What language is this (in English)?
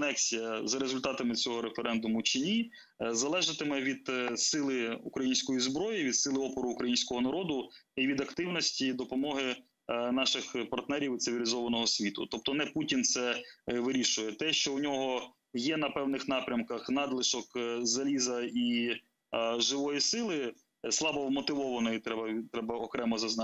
Crimean Tatar